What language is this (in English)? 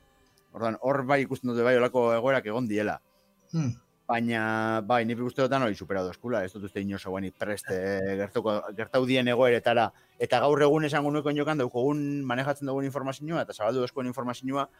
Basque